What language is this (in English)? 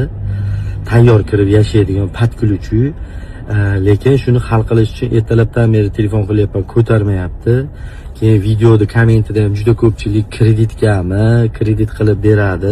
Uzbek